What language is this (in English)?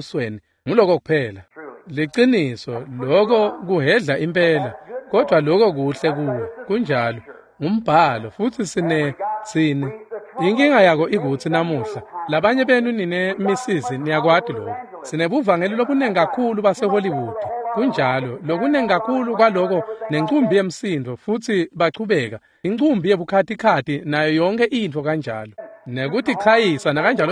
Swati